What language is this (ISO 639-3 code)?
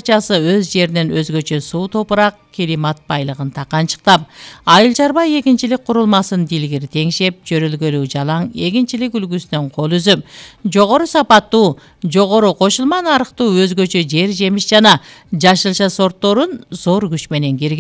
kir